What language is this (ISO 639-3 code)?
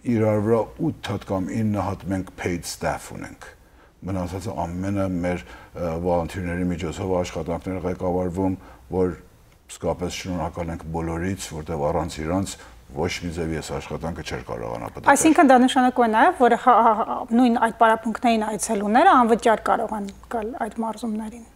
hyw